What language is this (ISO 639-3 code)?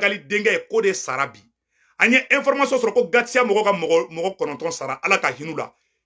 bam